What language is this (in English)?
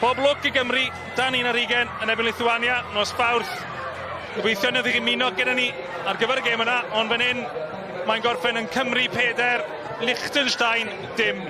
Welsh